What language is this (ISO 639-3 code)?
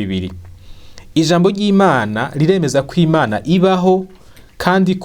run